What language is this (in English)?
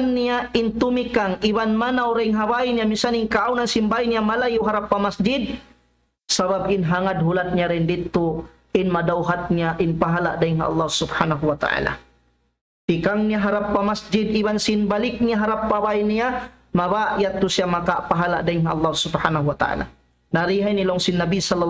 Tausug